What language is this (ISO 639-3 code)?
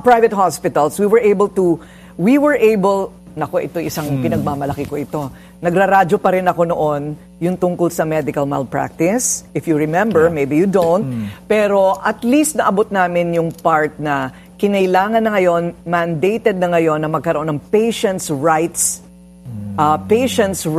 fil